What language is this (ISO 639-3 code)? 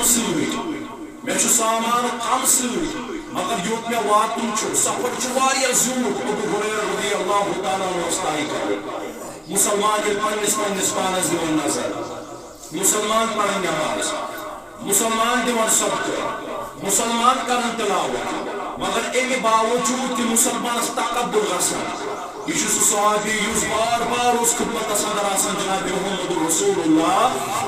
kas